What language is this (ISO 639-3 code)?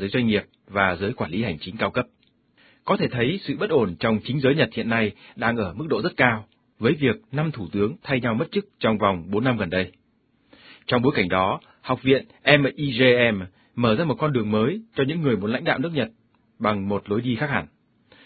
vie